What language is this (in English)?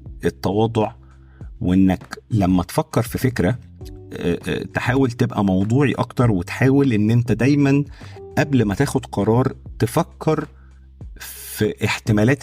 Egyptian Arabic